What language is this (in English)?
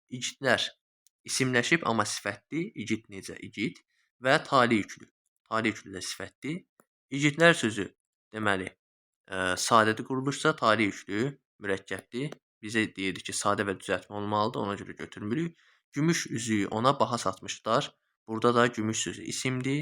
Azerbaijani